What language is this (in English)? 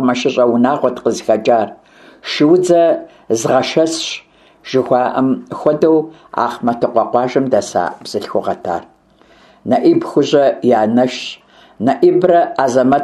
Kabardian